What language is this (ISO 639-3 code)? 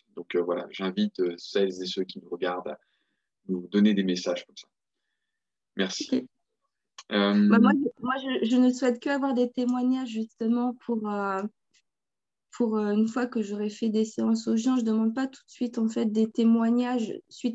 fra